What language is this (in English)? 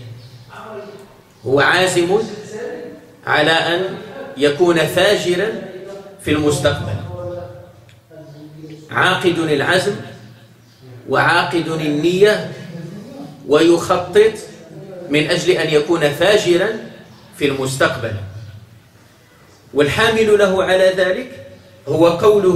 Arabic